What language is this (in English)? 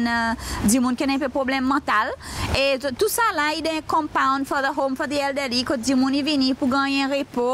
Seselwa Creole French